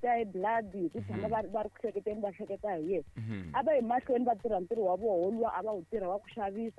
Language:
Tsonga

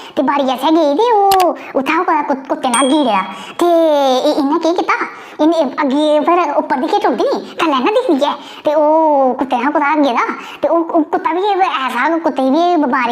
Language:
Dogri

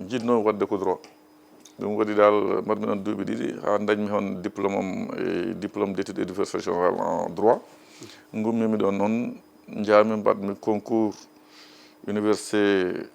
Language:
Fula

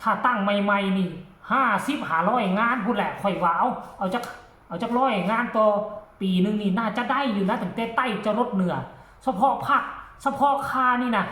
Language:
Northeastern Thai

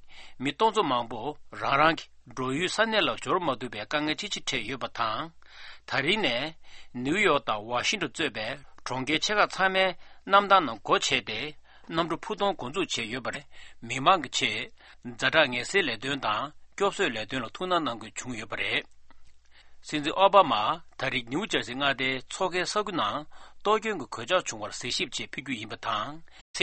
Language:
Tibetan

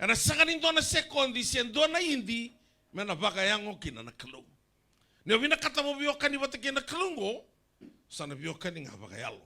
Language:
Fijian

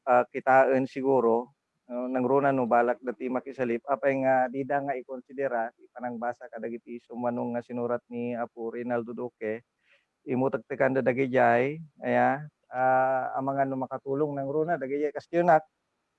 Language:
Iloko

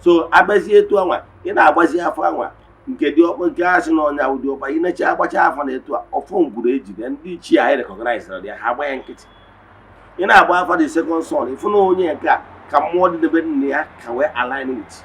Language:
Igbo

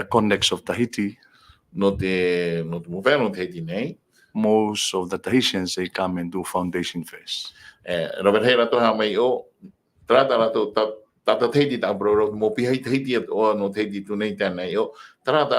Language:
Tahitian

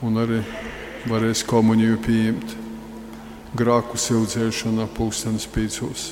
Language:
Latgalian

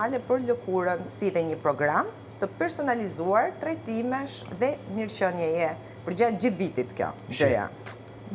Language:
Albanian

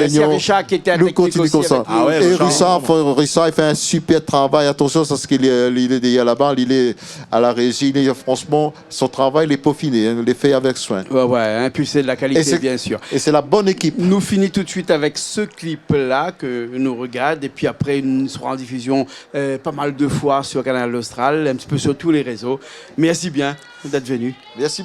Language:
Réunion Creole French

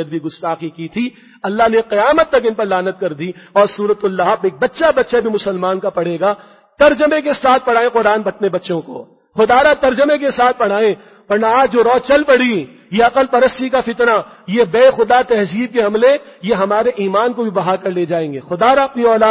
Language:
Urdu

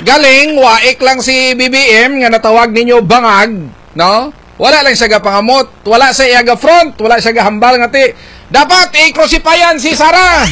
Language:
Hiligaynon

